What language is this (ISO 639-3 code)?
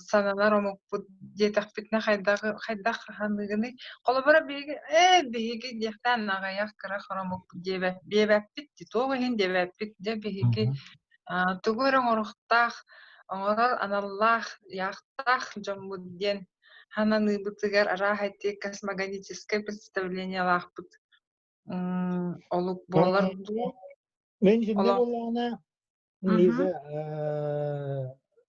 sah